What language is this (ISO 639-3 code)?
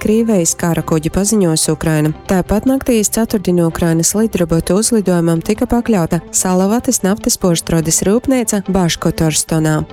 ltg